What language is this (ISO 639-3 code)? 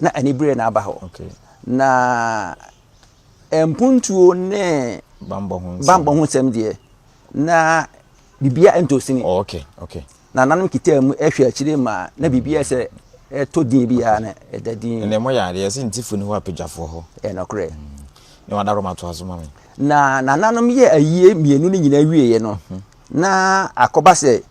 aka